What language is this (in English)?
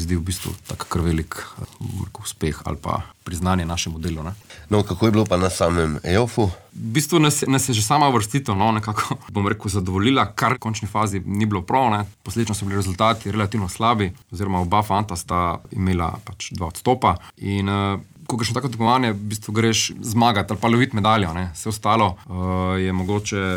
Slovenian